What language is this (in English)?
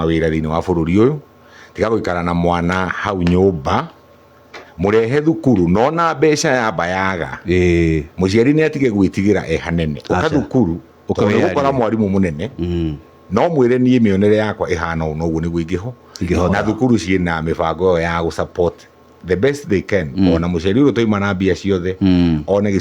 Kikuyu